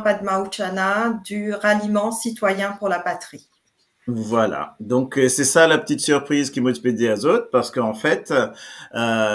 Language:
Morisyen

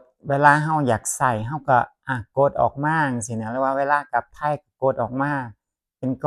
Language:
Northeastern Thai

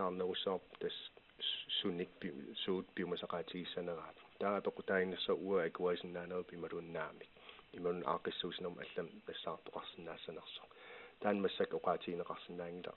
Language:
Kalaallisut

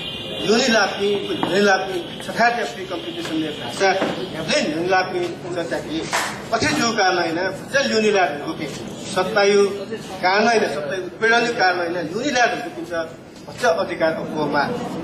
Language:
Newari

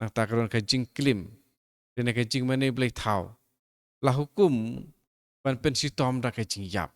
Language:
Khasi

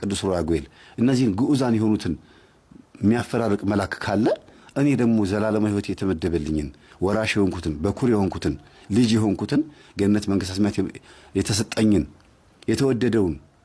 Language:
Amharic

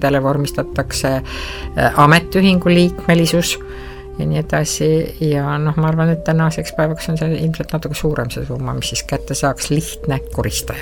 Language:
Estonian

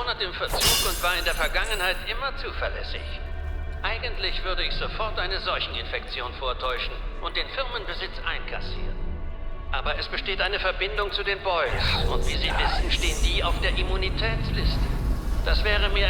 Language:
Bavarian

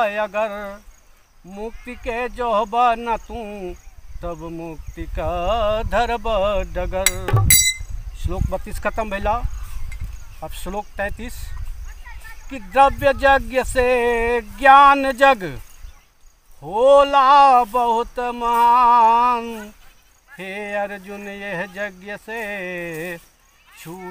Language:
Bhojpuri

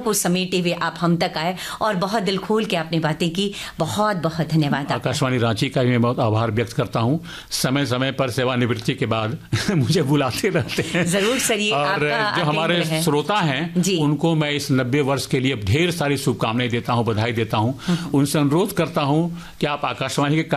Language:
Hindi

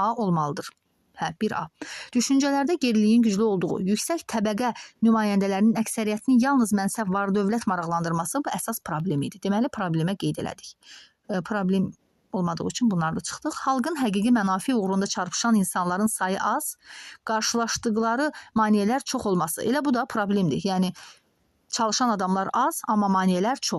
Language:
Azerbaijani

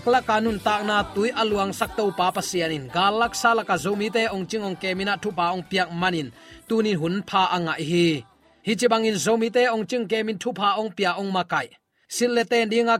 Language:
Tedim Chin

